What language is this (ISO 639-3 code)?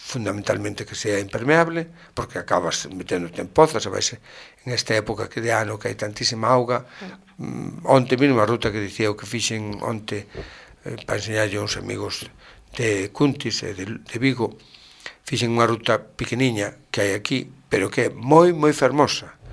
glg